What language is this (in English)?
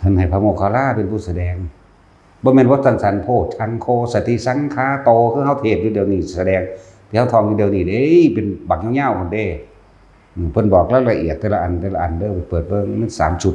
Northeastern Thai